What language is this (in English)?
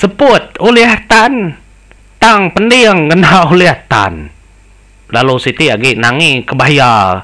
Iban